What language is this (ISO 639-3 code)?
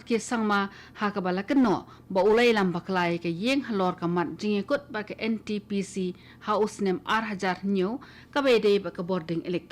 kha